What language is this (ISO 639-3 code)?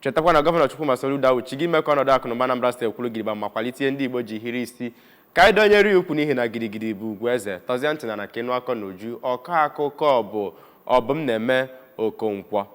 ibo